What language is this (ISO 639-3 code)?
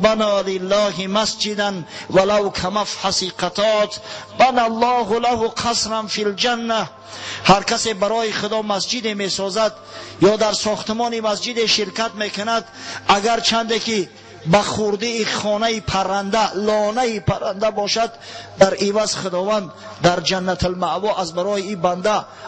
tgk